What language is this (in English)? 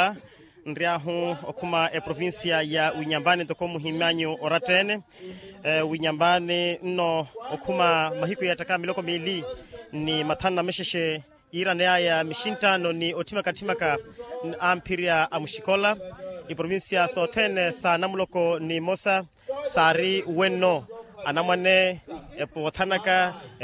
Makhuwa